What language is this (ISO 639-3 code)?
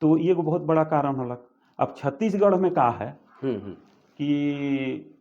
sck